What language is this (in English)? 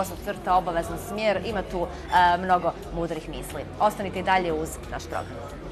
Bosnian